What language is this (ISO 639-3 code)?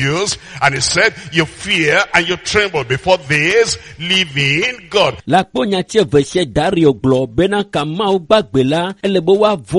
ewe